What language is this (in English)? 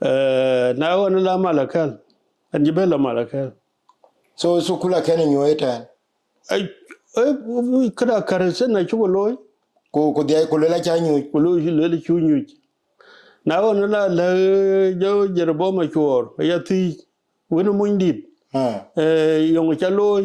Dinka